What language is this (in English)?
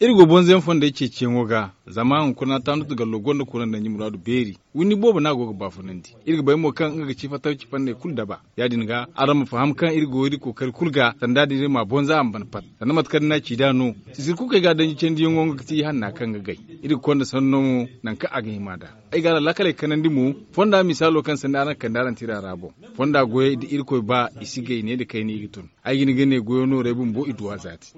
Zarma